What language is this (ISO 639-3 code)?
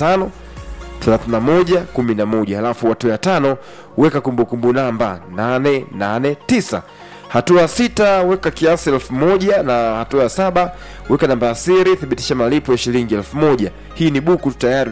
swa